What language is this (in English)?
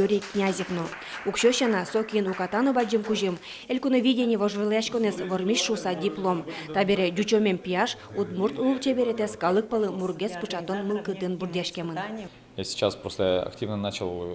Udmurt